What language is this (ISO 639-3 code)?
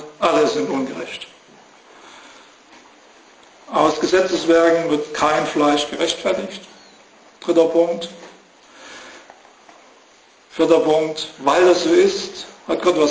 deu